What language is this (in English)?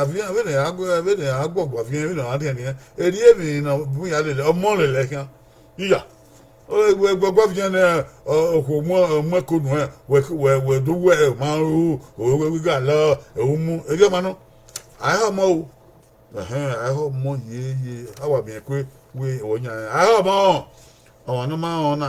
Bini